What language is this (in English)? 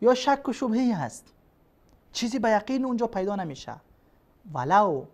Persian